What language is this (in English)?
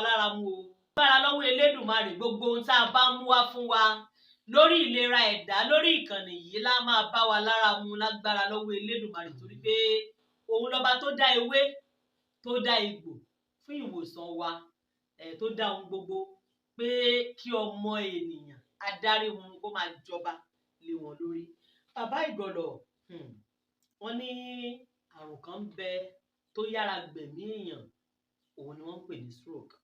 Yoruba